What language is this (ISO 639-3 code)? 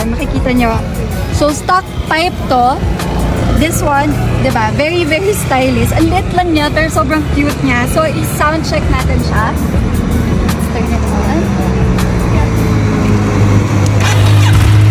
fil